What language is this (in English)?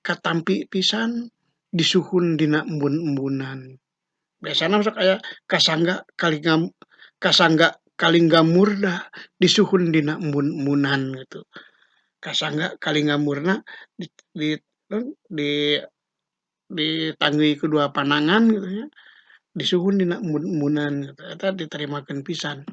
Sundanese